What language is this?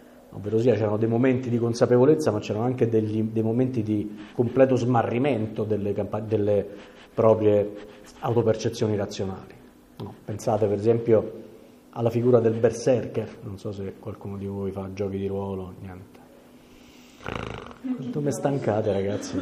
Italian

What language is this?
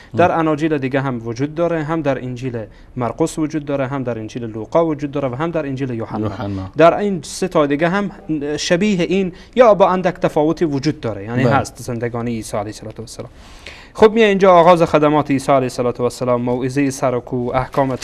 Persian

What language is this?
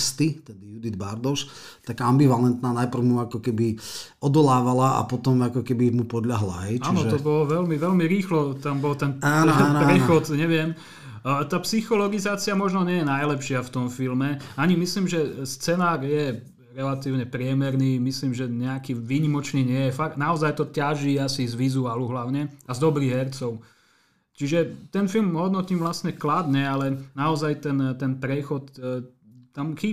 Slovak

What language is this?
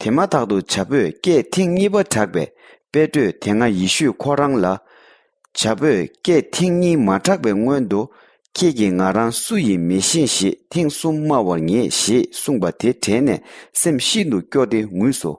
Tibetan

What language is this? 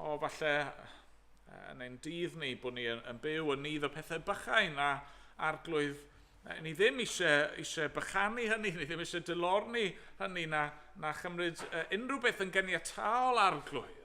Welsh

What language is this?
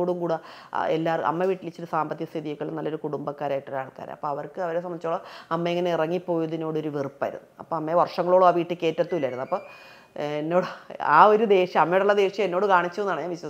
Malayalam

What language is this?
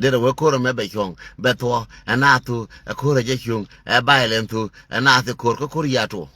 Nuer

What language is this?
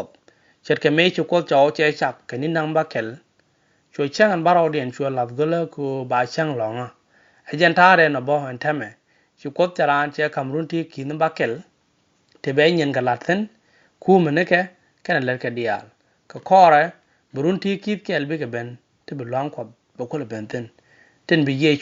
Nuer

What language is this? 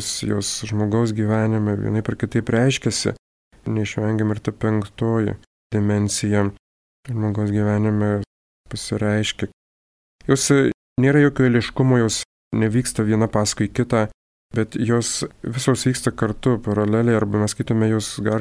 Lithuanian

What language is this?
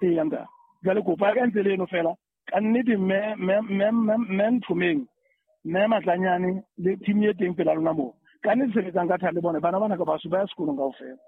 Southern Sotho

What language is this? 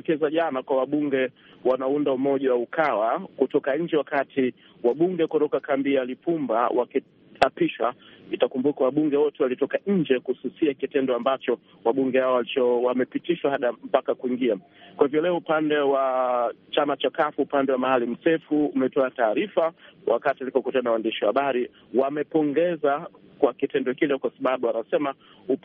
Swahili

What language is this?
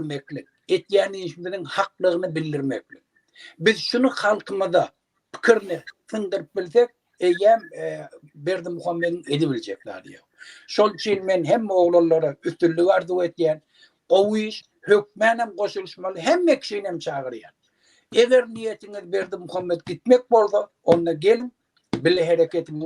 Turkmen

